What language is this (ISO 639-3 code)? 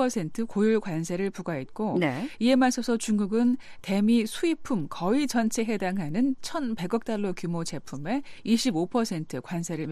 kor